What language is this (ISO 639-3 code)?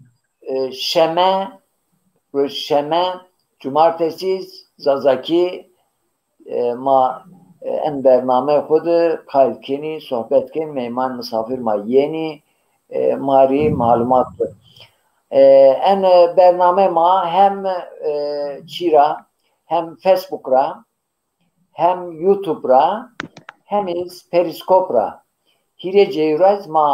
zza